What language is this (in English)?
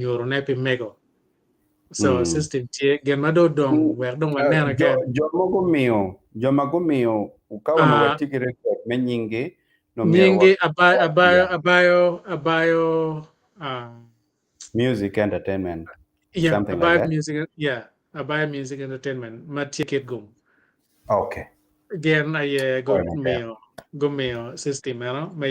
Acoli